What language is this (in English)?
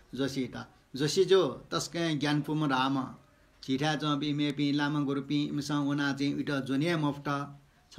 Newari